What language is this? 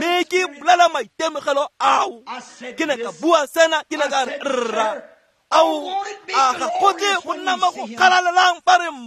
Tswana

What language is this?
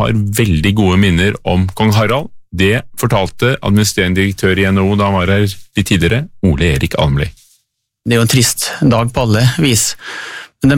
Norwegian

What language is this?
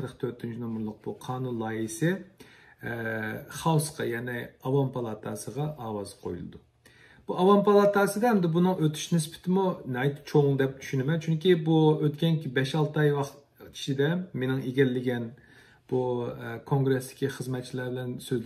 Uyghur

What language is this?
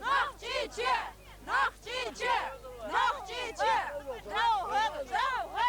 Chechen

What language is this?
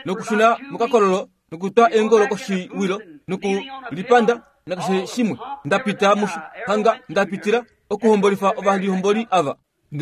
Kuanyama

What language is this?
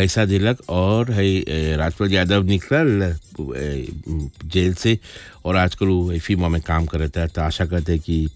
Bhojpuri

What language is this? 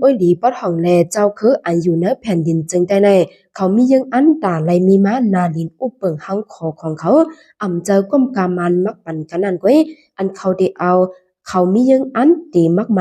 Shan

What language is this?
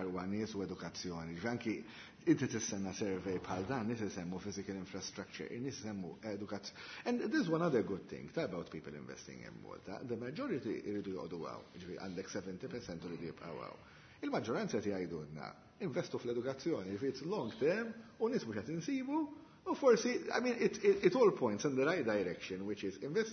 Maltese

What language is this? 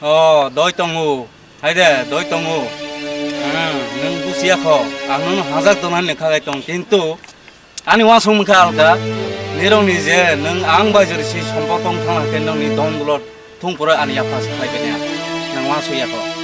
Kok Borok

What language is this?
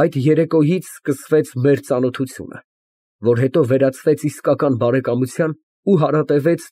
Armenian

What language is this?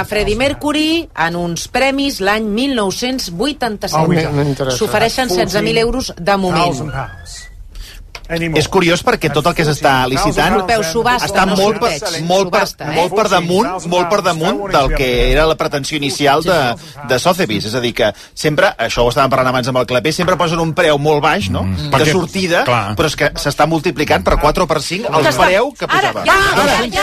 Catalan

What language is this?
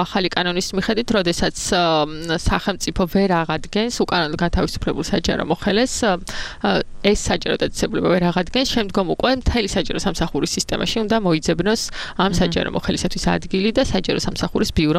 Georgian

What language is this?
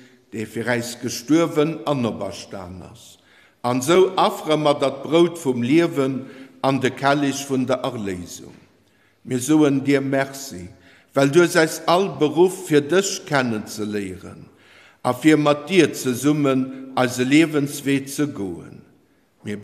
Luxembourgish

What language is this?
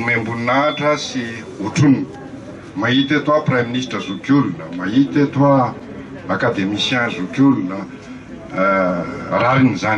Malagasy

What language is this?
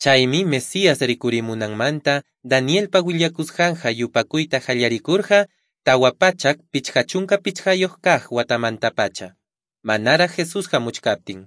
South Bolivian Quechua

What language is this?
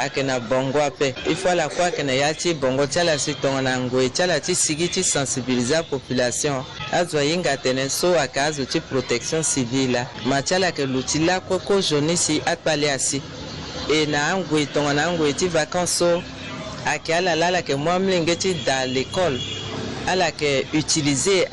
Sango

